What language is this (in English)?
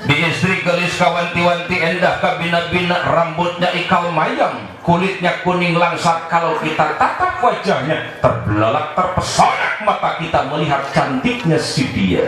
Sundanese